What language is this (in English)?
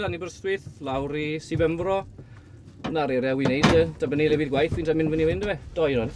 Welsh